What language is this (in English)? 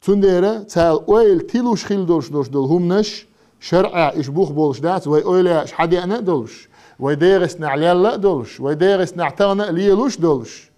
Chechen